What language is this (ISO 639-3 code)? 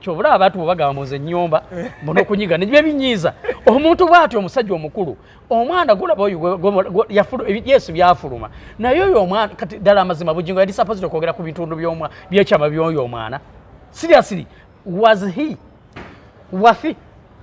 lug